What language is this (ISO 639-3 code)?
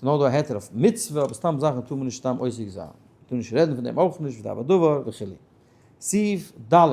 yid